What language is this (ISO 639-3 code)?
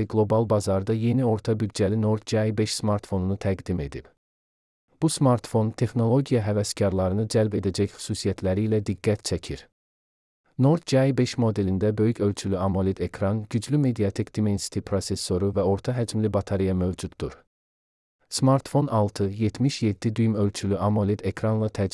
aze